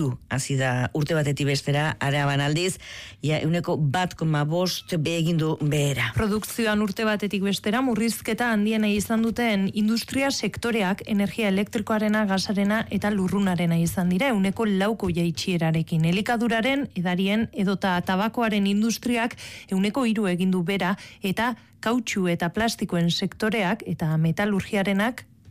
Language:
Basque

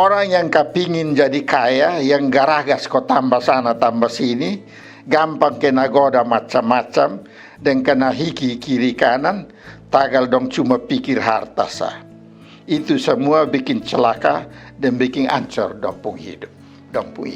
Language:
Kupang Malay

